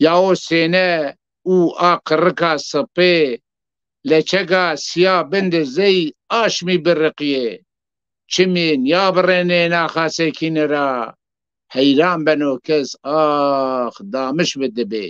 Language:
Zaza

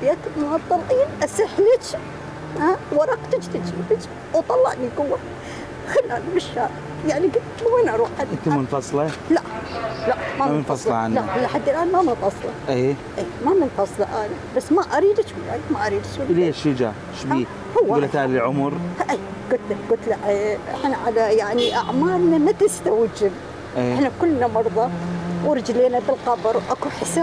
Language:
Mesopotamian Arabic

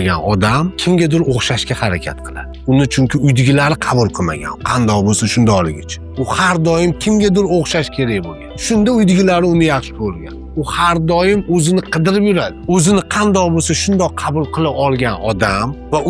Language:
Uzbek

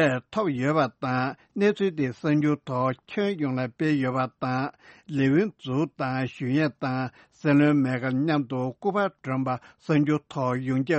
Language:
Tibetan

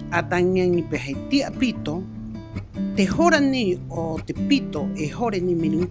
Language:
Rapanui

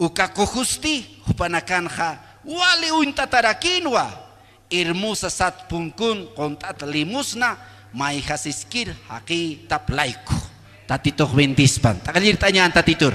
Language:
Aymara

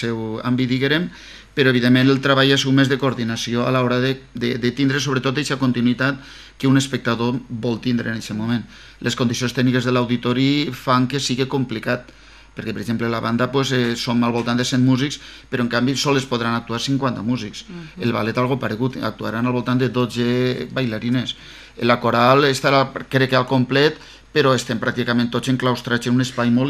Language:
Catalan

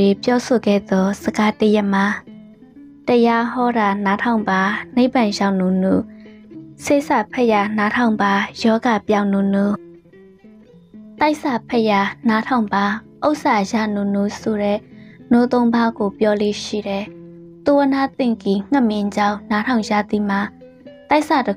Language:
Burmese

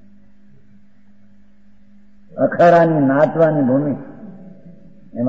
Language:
Gujarati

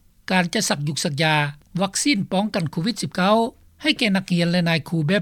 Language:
Lao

